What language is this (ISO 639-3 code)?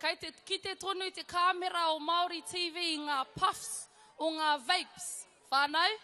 mri